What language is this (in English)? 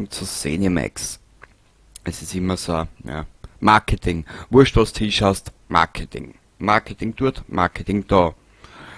Bavarian